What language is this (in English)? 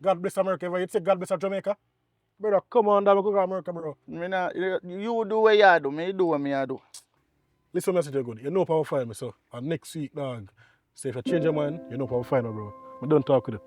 Jamaican Creole English